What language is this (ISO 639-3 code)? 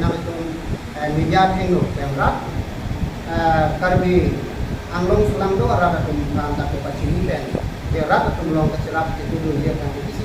mjw